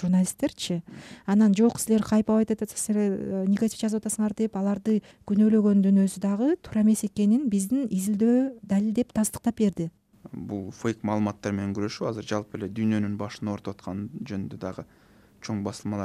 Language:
Kyrgyz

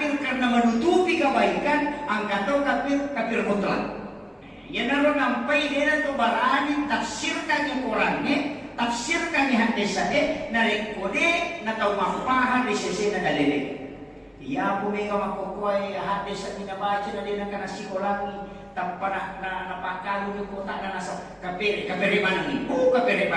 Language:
Buginese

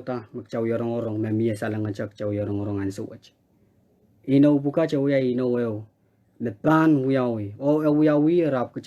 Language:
Pohnpeian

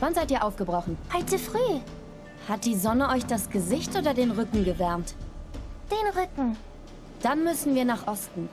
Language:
Swiss German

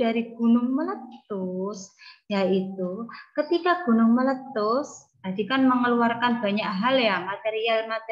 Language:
Indonesian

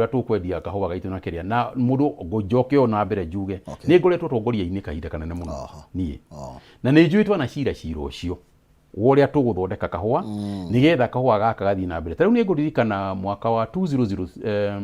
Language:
Kikuyu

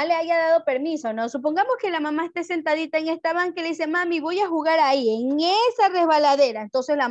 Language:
Spanish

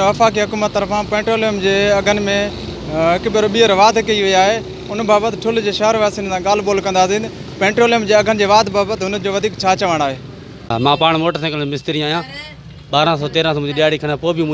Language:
Sindhi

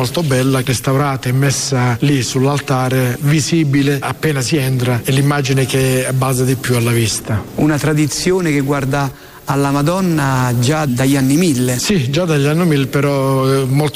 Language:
Italian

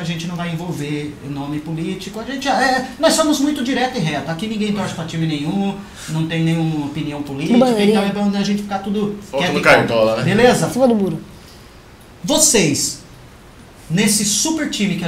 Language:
Portuguese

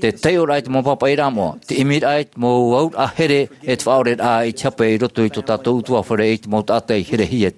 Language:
Tahitian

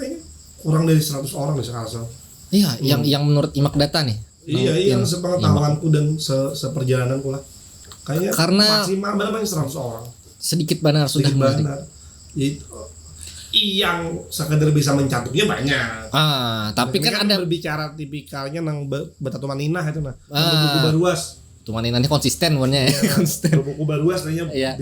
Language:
Banjar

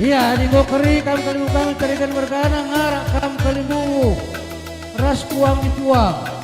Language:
Batak Karo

